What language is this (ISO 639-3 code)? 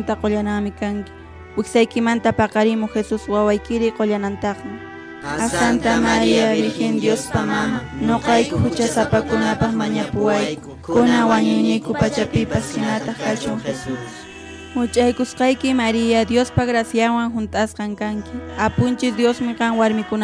que